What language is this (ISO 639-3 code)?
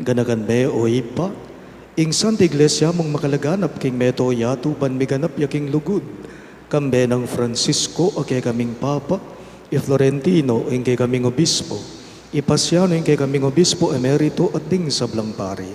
pam